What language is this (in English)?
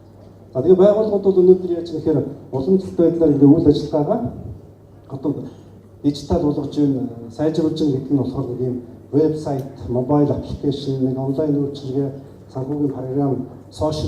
Mongolian